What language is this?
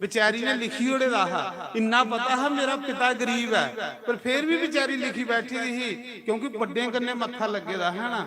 Dogri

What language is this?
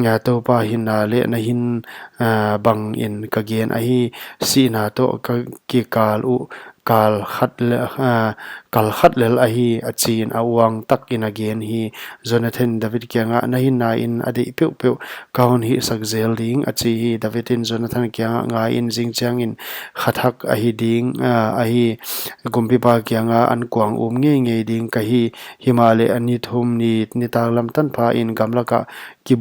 Paite Chin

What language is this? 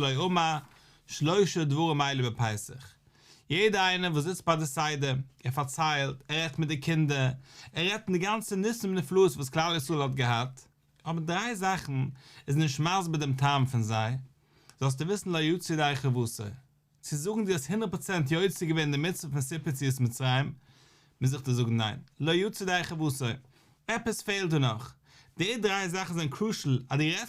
Yiddish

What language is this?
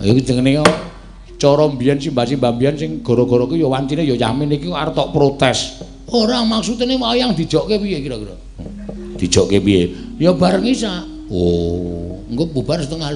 Javanese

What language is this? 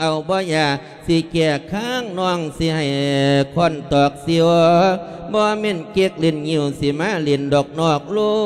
Lao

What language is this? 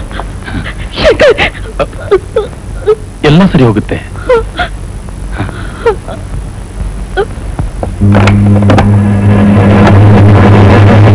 Kannada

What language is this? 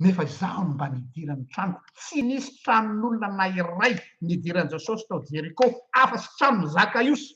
Malagasy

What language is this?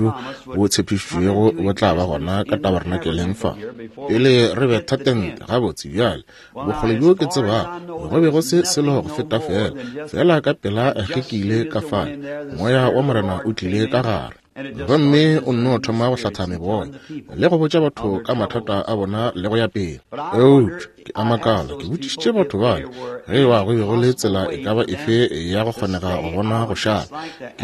Northern Sotho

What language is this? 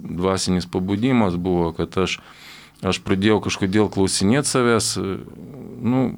Lithuanian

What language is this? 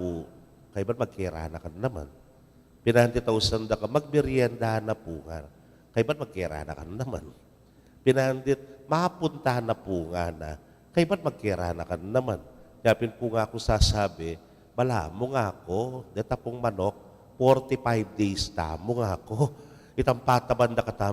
Pampanga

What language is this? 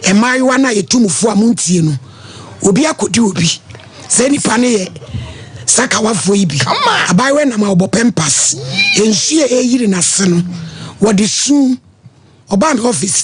Akan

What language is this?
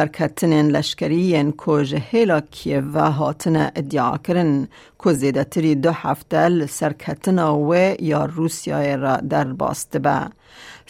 Kurdish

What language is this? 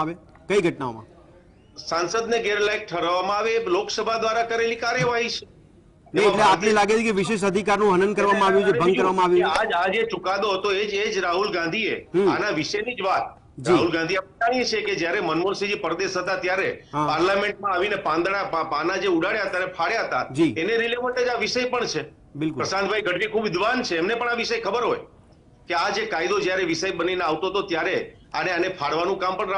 Gujarati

